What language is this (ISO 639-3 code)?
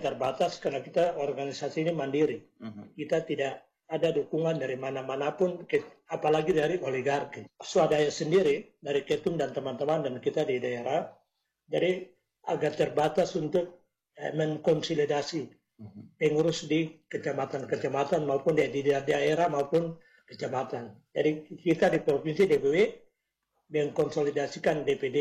ind